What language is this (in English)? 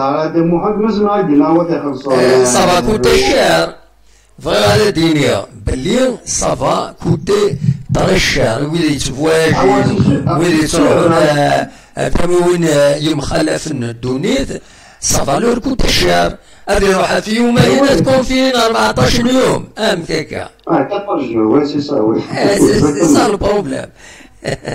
Kabyle